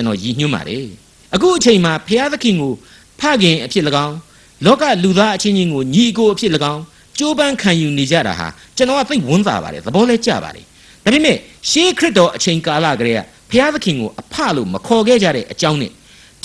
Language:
Burmese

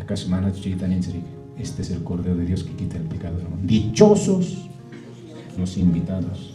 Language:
Quechua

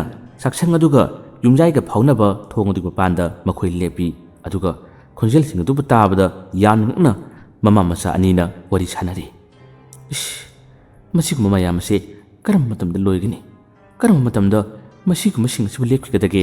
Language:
Manipuri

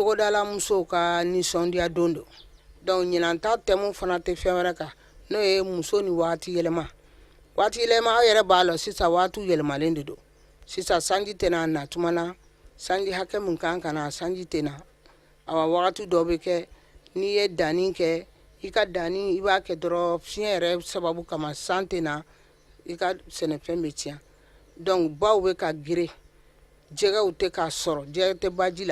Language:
Bambara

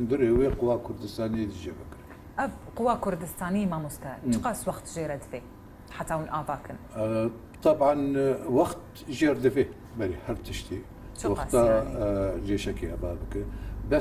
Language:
Kurdish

